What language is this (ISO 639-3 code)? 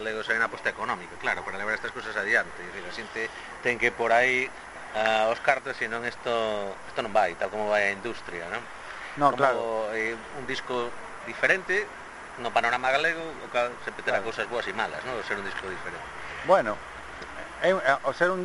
glg